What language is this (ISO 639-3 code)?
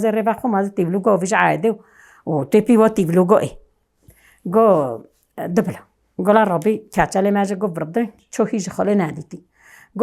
kur